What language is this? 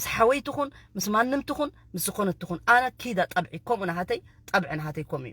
Tigrinya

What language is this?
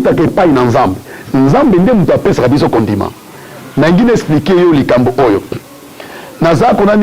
Lingala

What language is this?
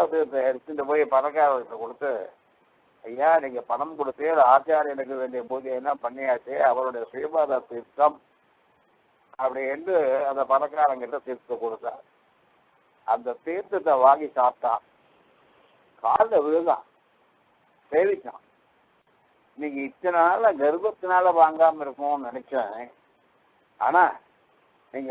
Tamil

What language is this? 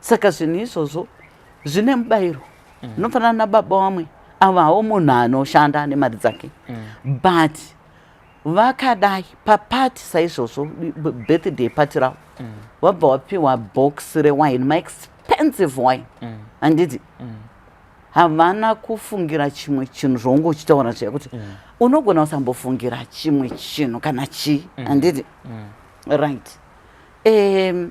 Shona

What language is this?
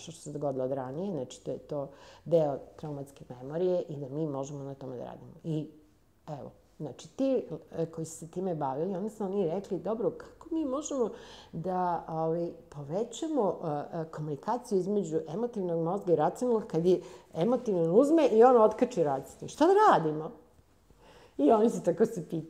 Serbian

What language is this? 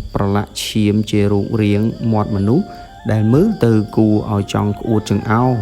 Khmer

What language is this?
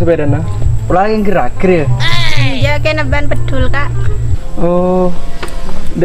Madurese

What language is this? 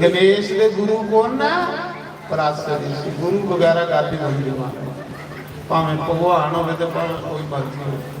Dogri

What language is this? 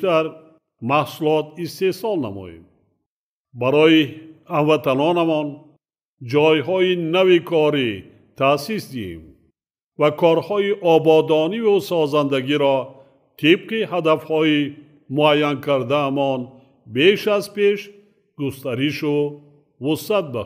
Tajik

